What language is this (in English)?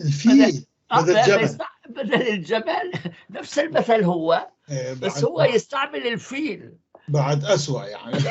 North Levantine Arabic